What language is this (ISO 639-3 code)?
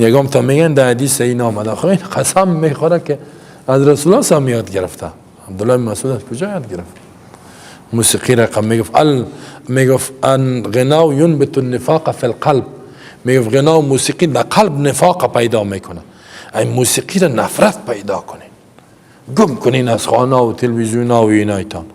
fas